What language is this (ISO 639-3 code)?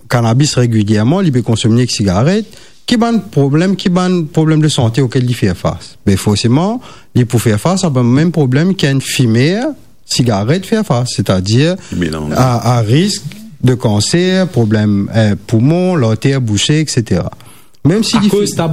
mfe